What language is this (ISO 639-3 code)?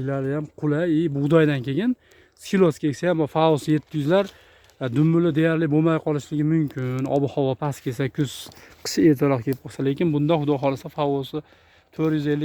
uzb